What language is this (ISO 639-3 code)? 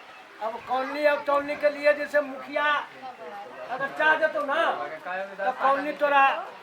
mag